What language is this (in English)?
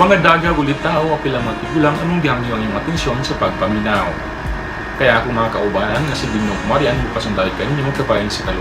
Cebuano